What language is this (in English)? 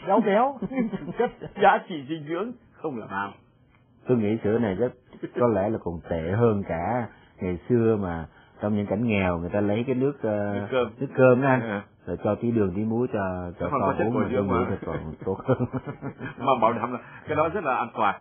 Vietnamese